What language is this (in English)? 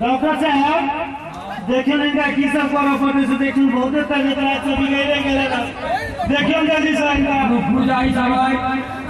Maithili